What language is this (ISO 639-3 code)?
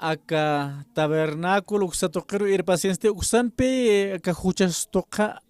aym